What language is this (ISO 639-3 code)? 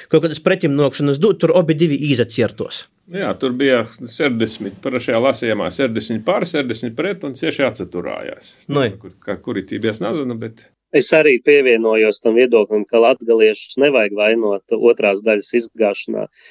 lav